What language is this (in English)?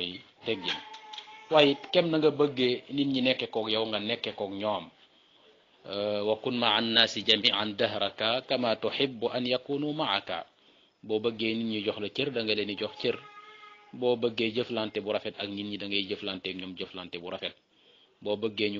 Wolof